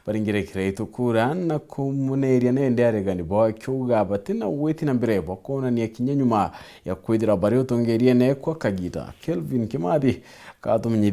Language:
Meru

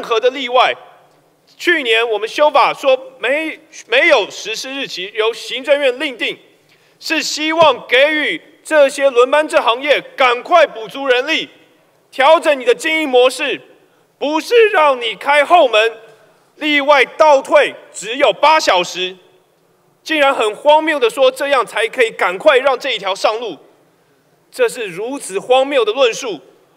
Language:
Chinese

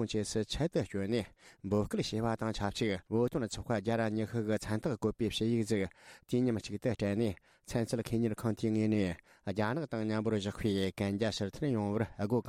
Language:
Tibetan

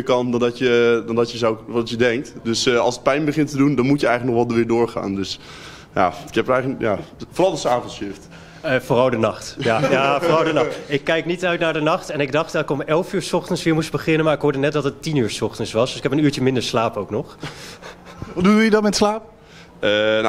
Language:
Dutch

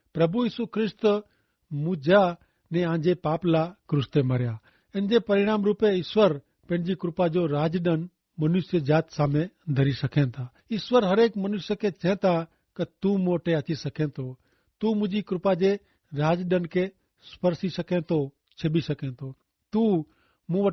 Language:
Kachhi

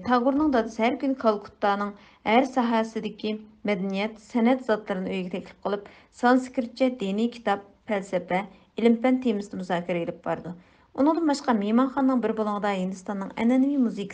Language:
Uyghur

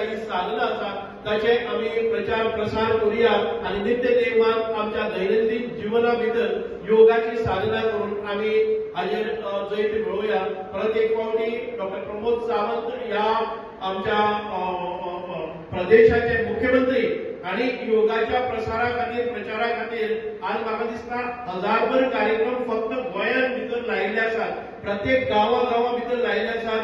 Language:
Konkani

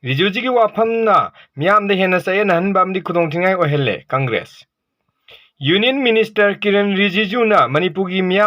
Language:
Manipuri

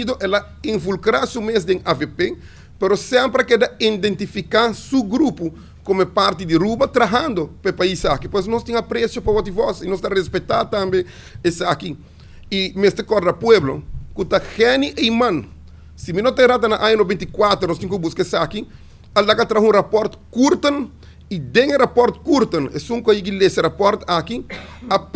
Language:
Papiamento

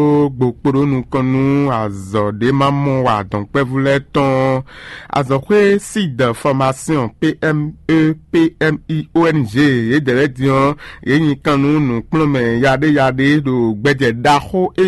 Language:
Fon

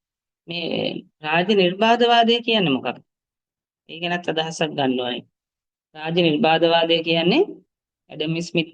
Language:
Sinhala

